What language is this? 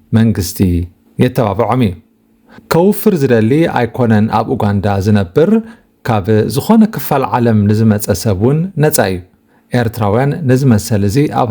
Tigrinya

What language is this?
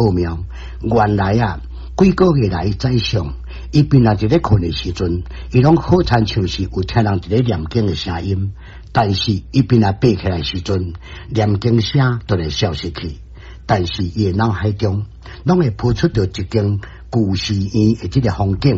Min Nan Chinese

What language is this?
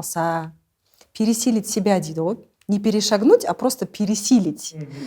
Kazakh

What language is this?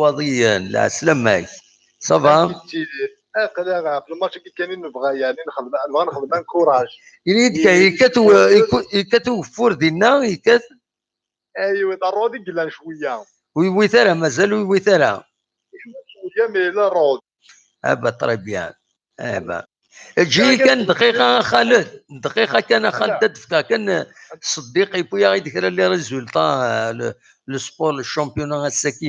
Kabyle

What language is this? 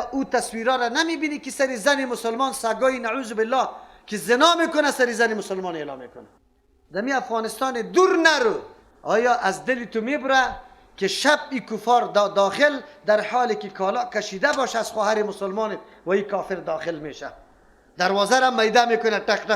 Persian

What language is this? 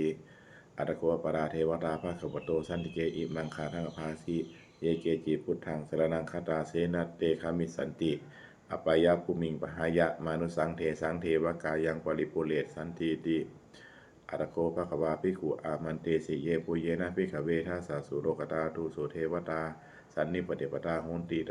Pali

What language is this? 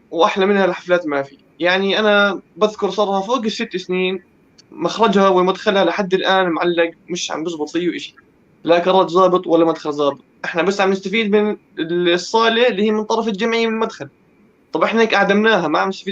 North Levantine Arabic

